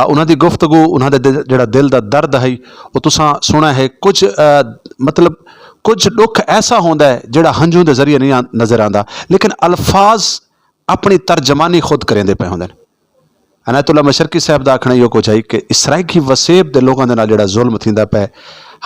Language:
Saraiki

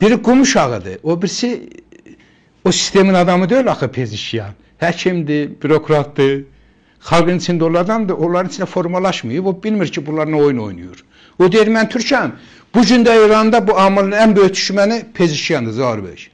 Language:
Azerbaijani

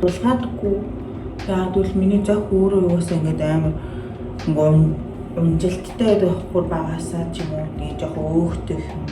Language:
Mongolian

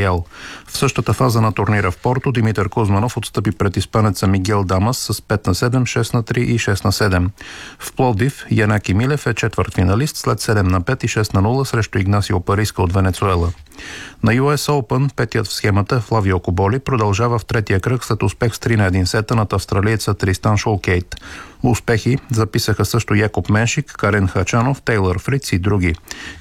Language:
Bulgarian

